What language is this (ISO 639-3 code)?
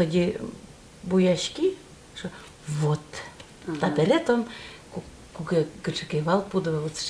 udm